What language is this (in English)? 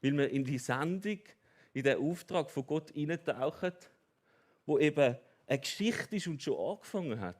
Swiss German